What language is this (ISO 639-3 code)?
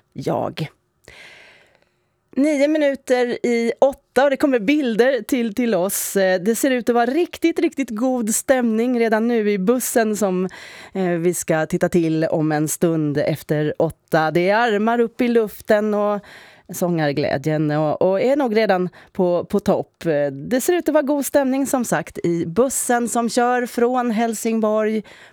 swe